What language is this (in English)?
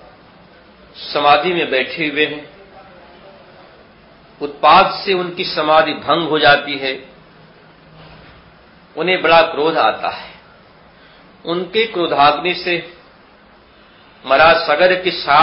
Hindi